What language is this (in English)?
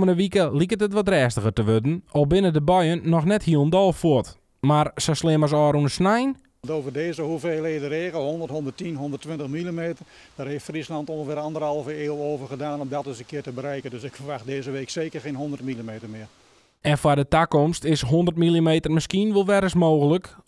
Western Frisian